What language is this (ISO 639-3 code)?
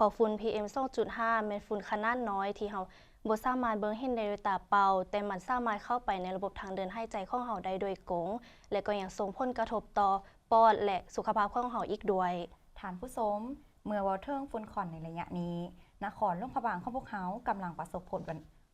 lao